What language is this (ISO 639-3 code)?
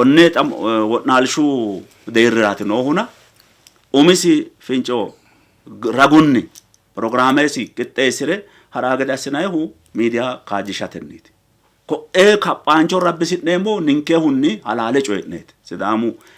sid